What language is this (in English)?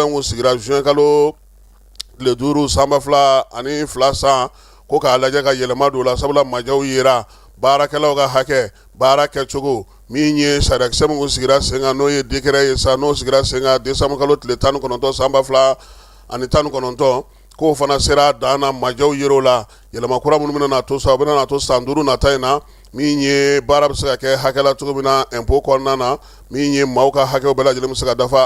Bambara